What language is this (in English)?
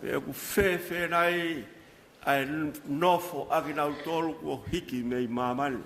Tongan